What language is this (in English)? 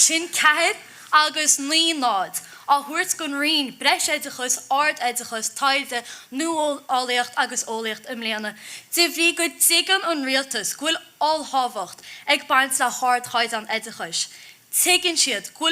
Irish